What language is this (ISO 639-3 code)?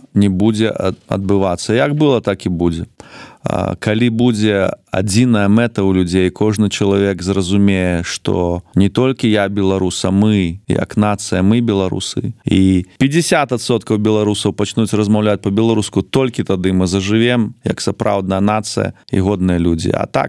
bel